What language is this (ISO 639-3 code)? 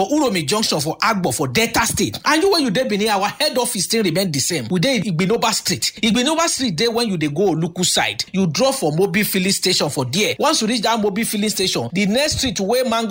pcm